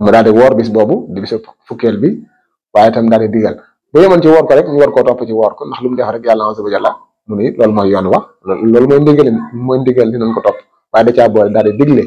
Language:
Wolof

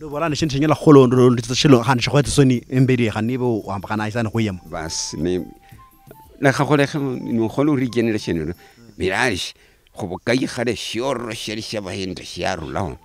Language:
Luyia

